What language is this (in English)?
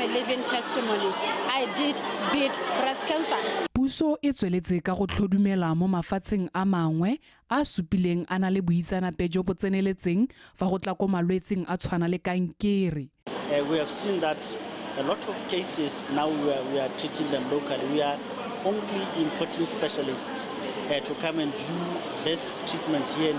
Tswana